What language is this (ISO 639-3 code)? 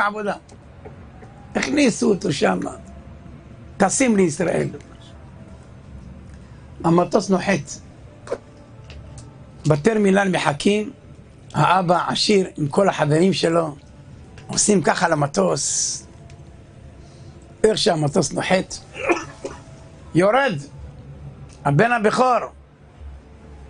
heb